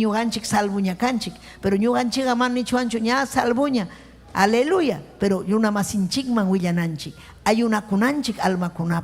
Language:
Ayacucho Quechua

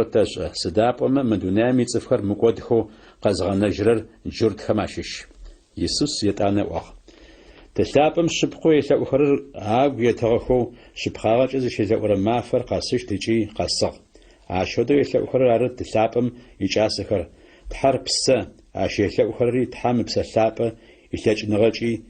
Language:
Adyghe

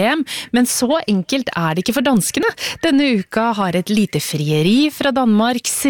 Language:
Norwegian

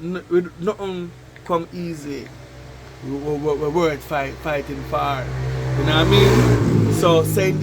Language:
Jamaican Creole English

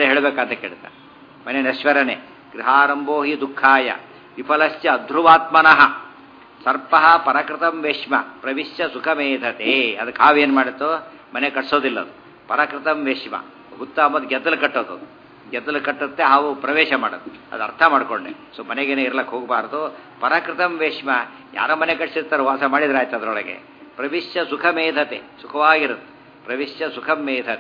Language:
Kannada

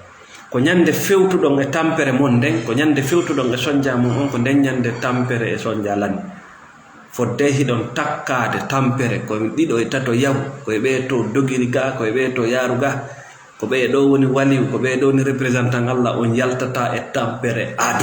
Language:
Fula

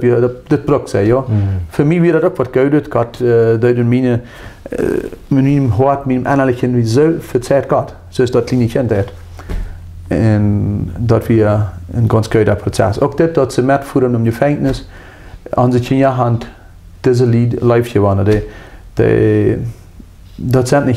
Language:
Plautdietsch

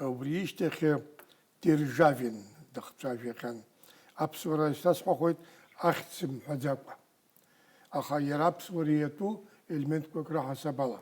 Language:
Abkhazian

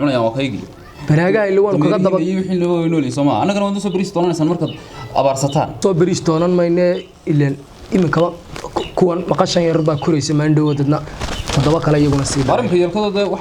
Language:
Somali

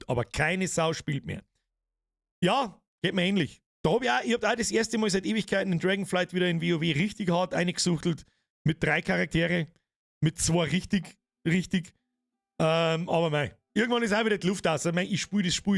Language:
Bavarian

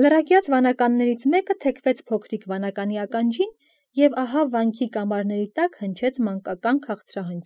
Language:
Armenian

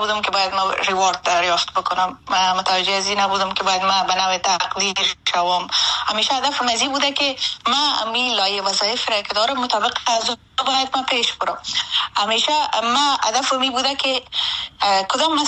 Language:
Persian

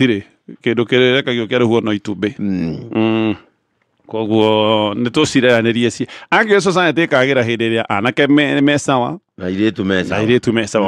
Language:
Kikuyu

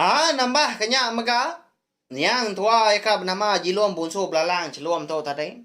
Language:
Iban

